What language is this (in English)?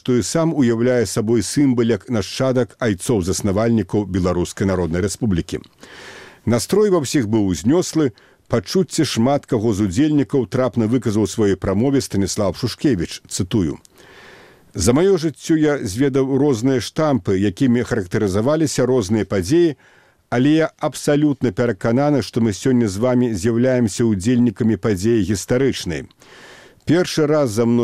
Belarusian